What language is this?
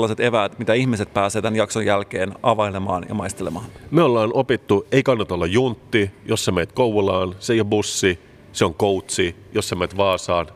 Finnish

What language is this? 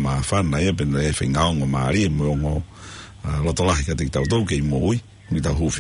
Tongan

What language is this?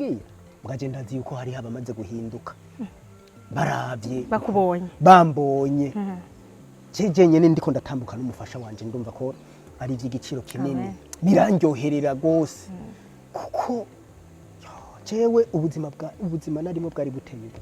Rundi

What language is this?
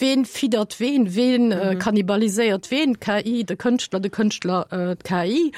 Luxembourgish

